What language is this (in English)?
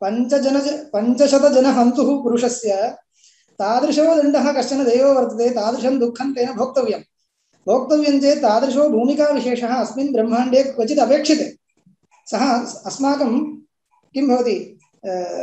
Sanskrit